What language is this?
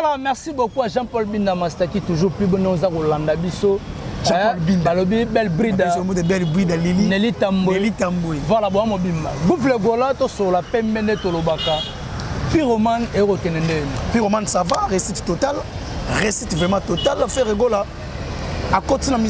Lingala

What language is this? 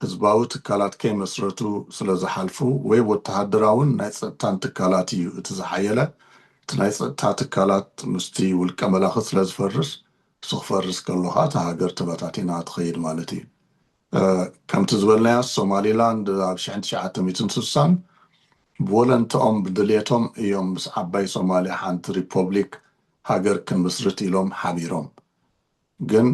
Tigrinya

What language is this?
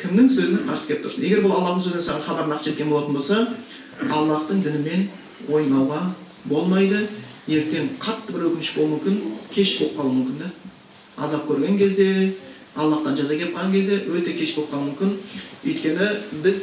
Kazakh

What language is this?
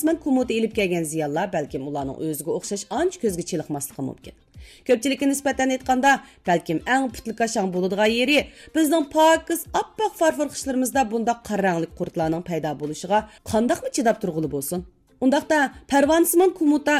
Uyghur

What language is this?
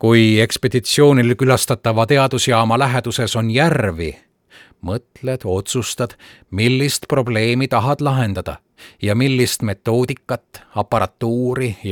Estonian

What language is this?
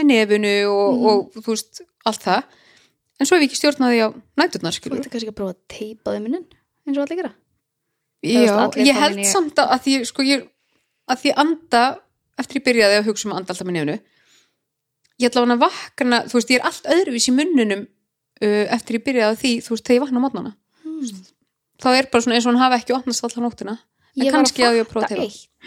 Icelandic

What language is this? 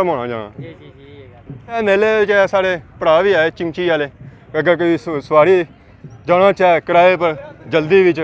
Pahari-Potwari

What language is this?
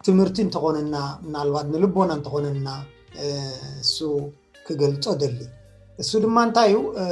Tigrinya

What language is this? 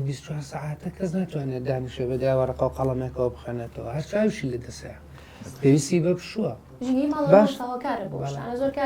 Central Kurdish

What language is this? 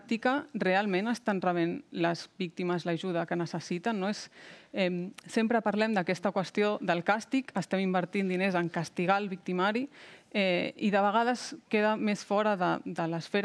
Catalan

